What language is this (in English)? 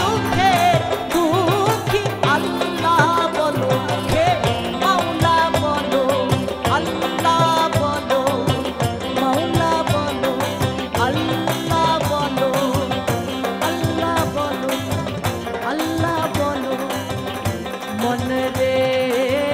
Bangla